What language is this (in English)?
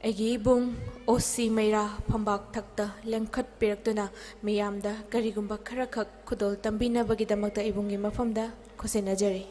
Manipuri